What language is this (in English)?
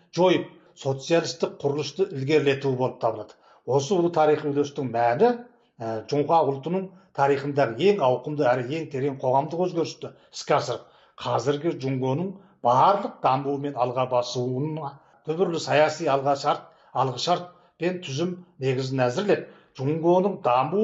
Kazakh